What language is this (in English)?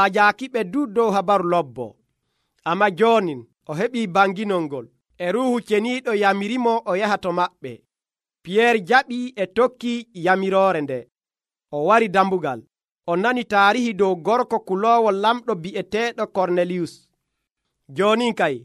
Nigerian Fulfulde